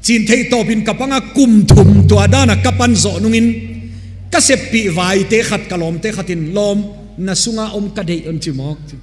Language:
Tedim Chin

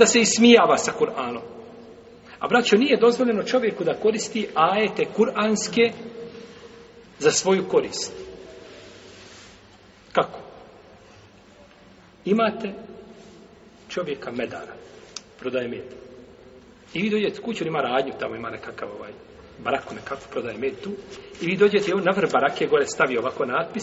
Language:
Bosnian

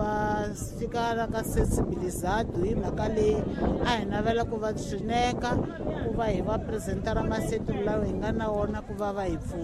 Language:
Tsonga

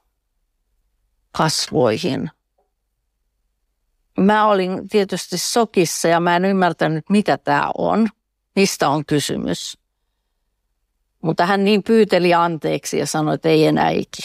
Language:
Finnish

